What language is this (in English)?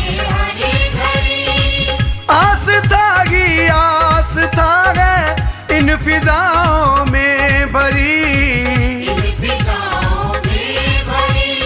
Hindi